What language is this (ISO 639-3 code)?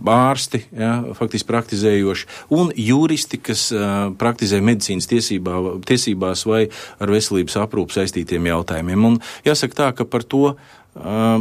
lav